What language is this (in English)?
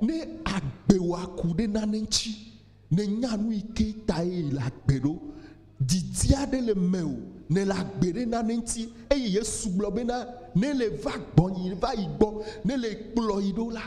Ewe